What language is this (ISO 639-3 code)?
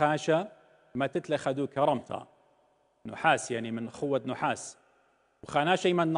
aii